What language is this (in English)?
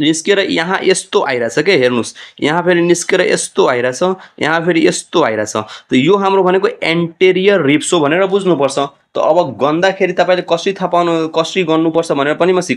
Nepali